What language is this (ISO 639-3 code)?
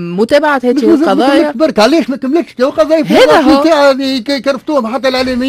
aeb